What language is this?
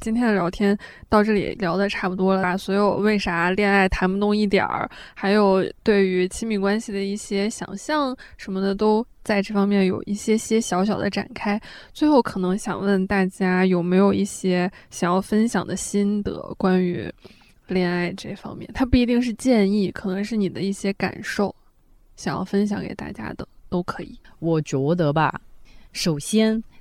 Chinese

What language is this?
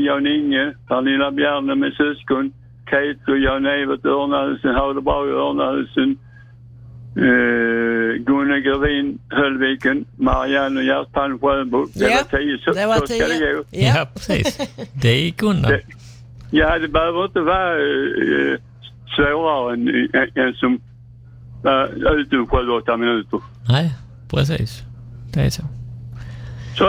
Swedish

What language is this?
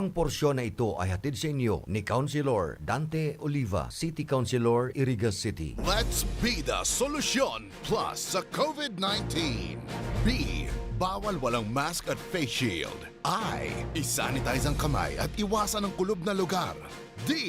Bikol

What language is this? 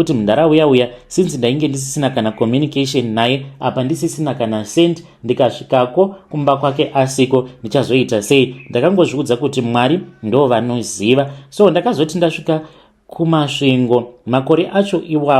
Shona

